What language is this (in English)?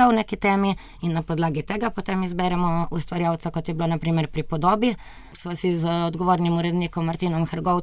Slovenian